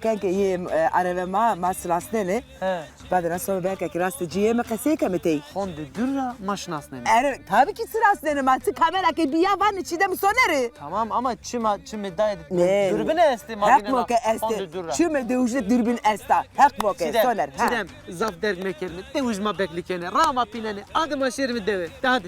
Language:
Zaza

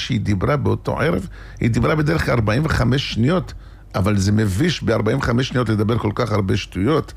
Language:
Hebrew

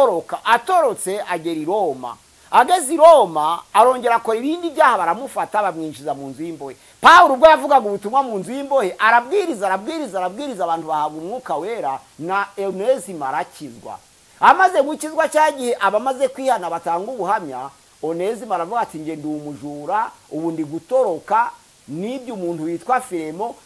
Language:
Kinyarwanda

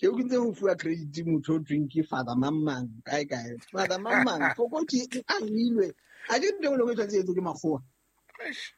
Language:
Southern Sotho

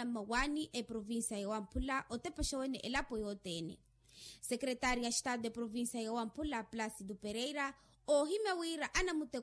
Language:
Makhuwa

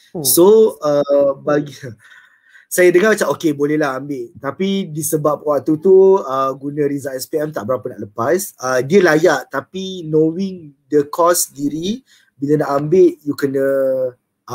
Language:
Malay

